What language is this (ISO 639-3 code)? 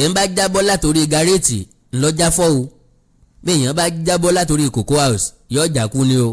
yor